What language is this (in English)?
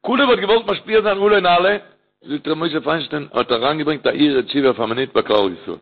Yiddish